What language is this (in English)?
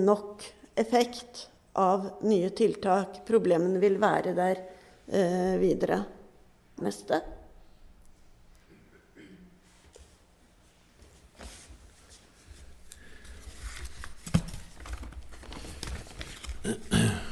Norwegian